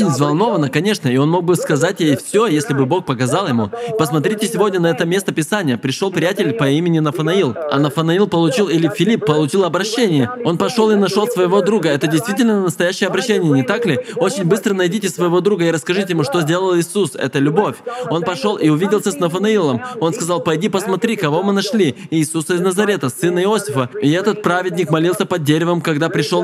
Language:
Russian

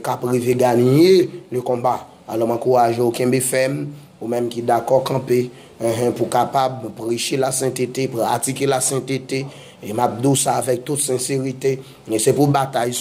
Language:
Haitian Creole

